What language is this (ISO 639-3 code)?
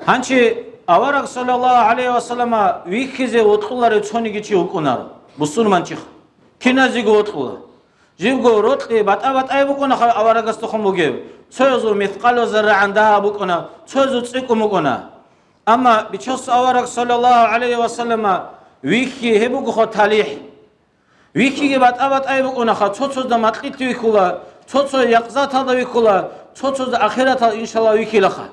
ava